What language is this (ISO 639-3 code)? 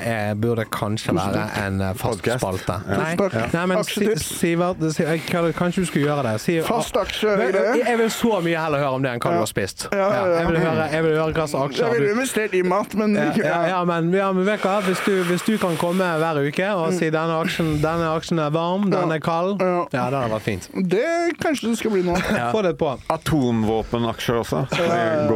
nor